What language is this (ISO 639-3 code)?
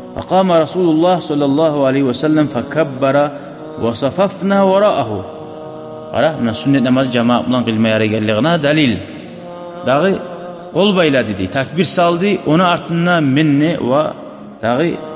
kum